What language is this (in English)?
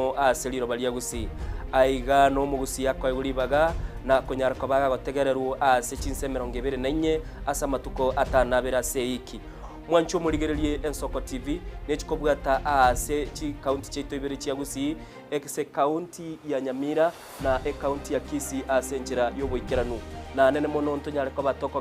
Gusii